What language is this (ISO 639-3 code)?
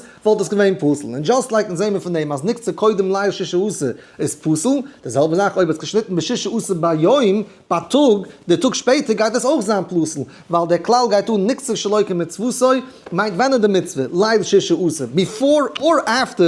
yid